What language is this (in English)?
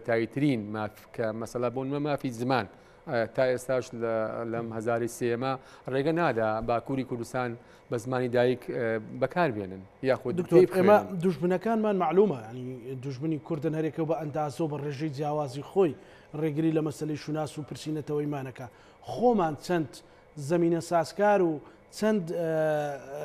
Central Kurdish